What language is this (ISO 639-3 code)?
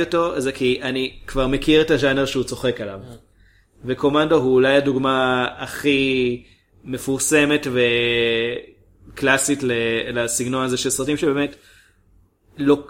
heb